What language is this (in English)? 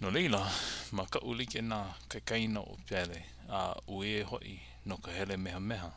Hawaiian